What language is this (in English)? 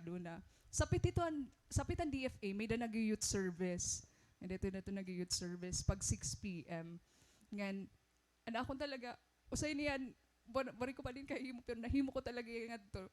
Waray